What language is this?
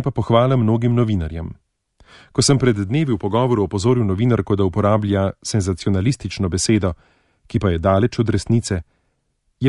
Slovenian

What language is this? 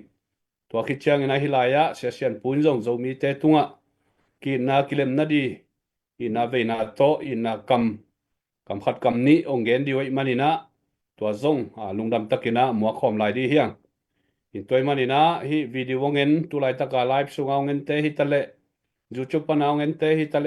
Tedim Chin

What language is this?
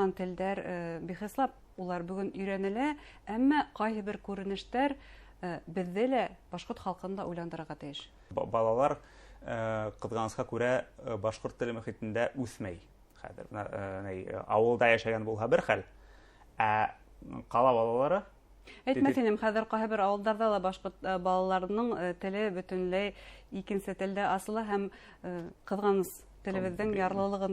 Bashkir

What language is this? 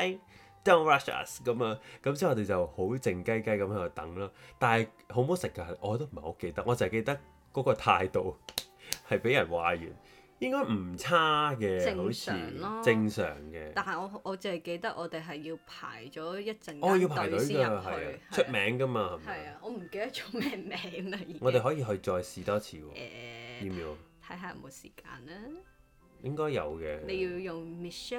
Cantonese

